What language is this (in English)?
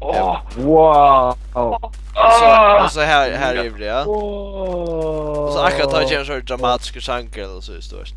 Faroese